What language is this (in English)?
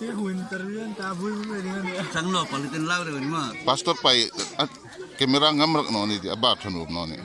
Hmar